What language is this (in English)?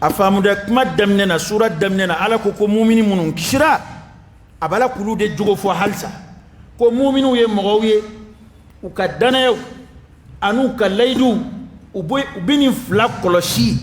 Dyula